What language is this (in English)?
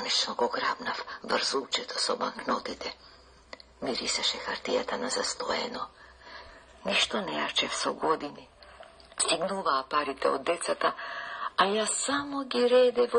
Macedonian